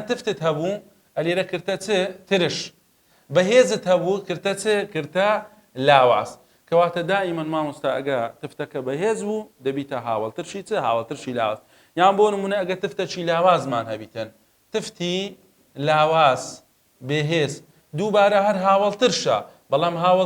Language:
Central Kurdish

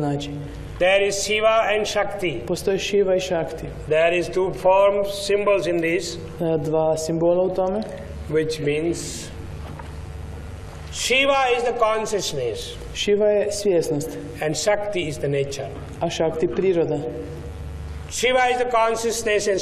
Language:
Croatian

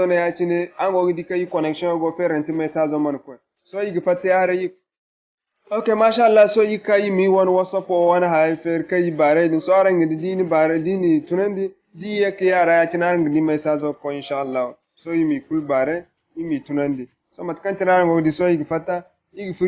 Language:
Zarma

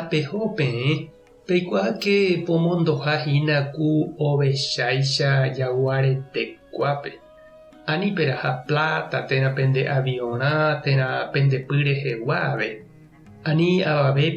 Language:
Guarani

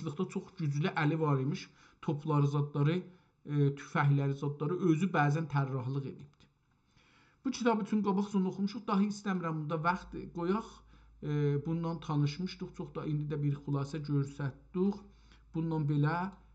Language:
South Azerbaijani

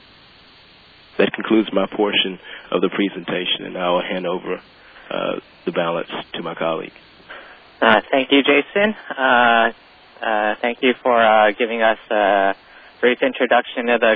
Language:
English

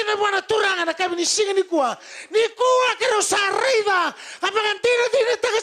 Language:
Fijian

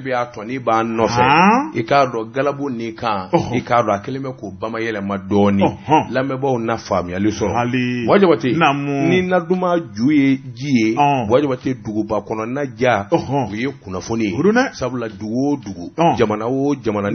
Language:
Bambara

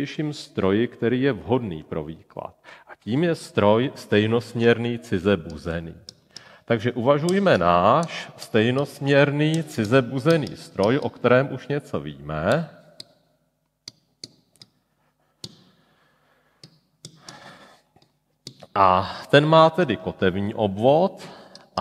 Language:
Czech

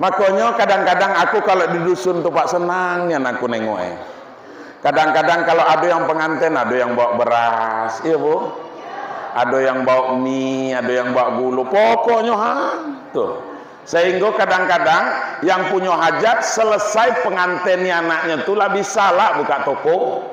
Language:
Minangkabau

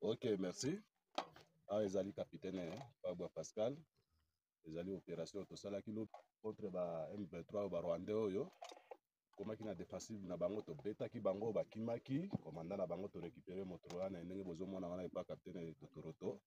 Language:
Lingala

